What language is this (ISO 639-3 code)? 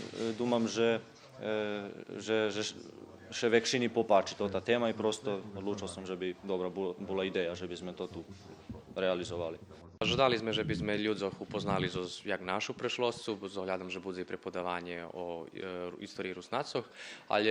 rue